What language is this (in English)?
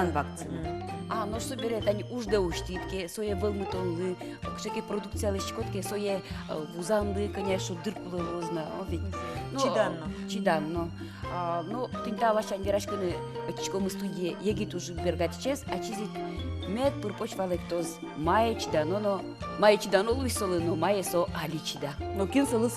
Udmurt